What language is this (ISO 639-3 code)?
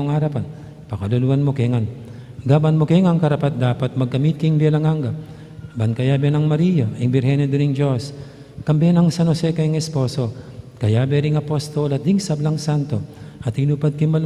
pam